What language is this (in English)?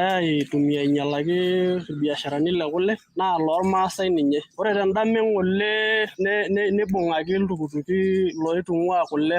Masai